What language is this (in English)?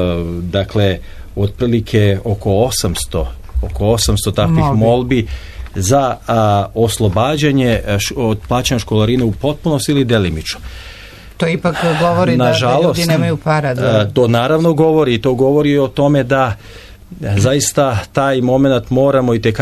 Serbian